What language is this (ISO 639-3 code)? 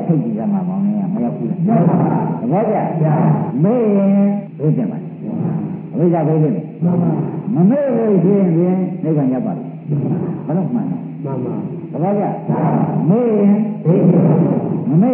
mya